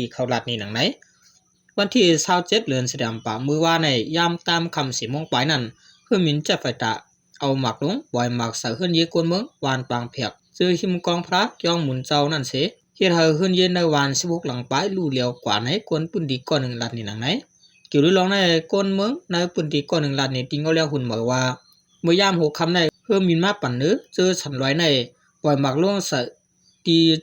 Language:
Shan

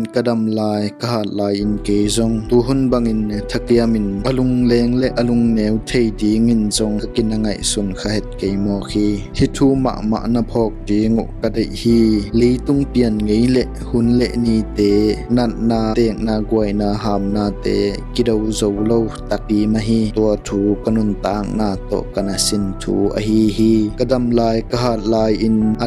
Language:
Tedim Chin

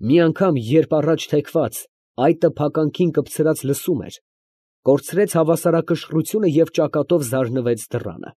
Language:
Armenian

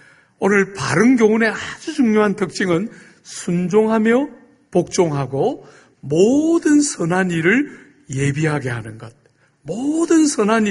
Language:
Korean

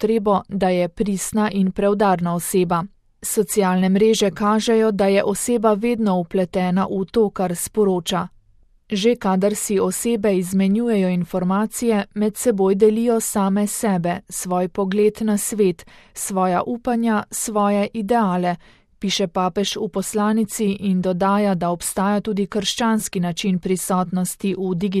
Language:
Slovenian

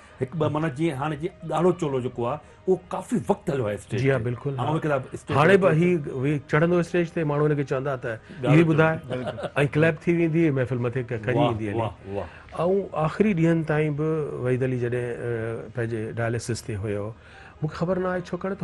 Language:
Sindhi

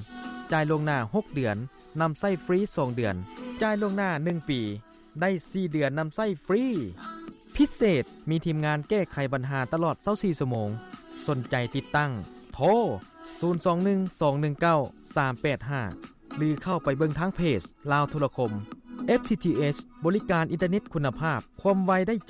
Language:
Lao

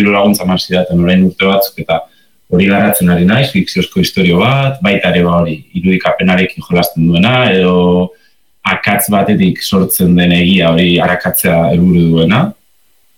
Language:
Basque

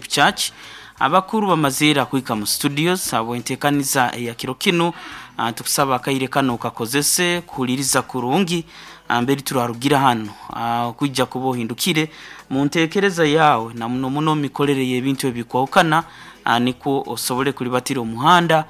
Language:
Nyoro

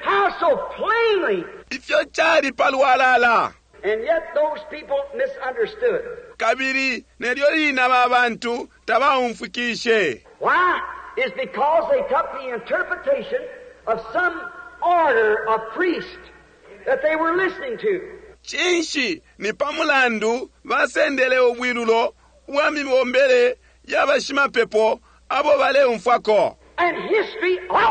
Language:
Bemba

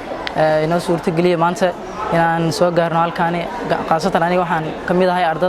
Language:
Somali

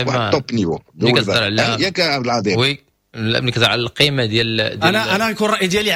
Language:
Moroccan Arabic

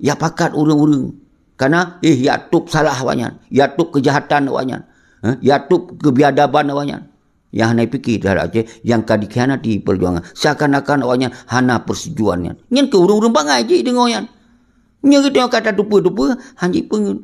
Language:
Achinese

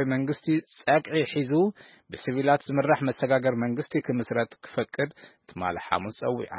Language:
Tigrinya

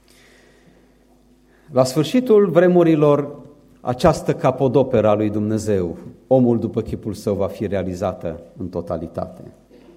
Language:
Romanian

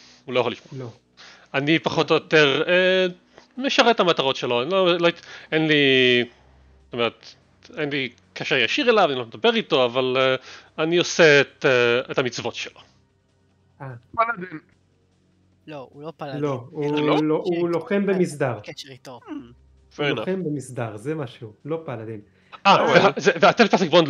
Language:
Hebrew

